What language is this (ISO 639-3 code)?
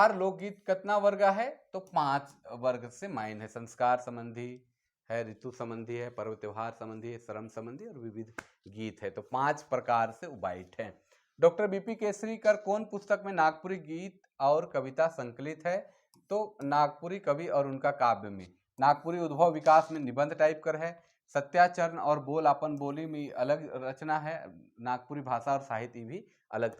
sck